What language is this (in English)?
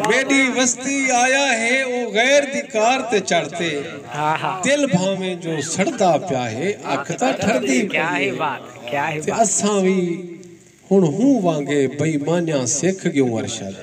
Saraiki